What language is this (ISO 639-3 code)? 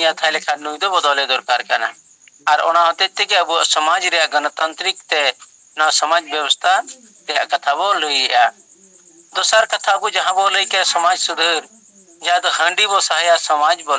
sat